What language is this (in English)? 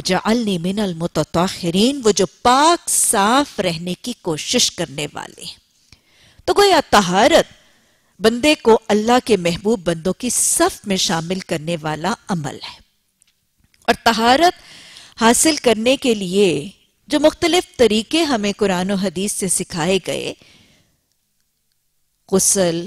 Urdu